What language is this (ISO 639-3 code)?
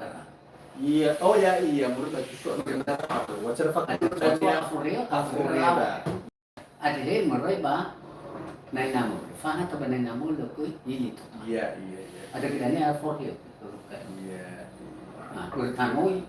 nia